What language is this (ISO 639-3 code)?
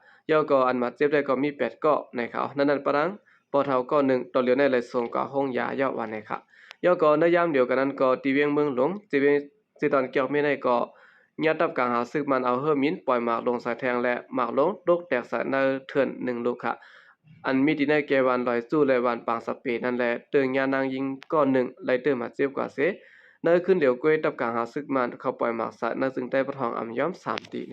shn